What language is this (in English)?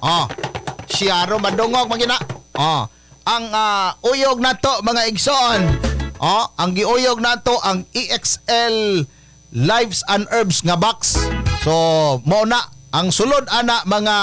Cebuano